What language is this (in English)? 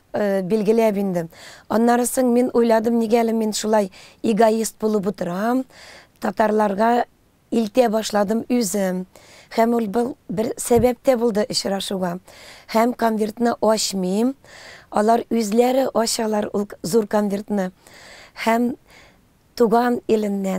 Tatar